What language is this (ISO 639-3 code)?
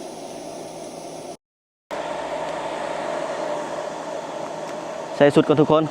lao